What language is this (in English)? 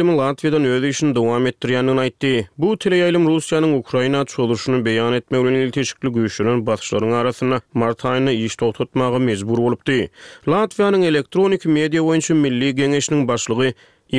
Turkmen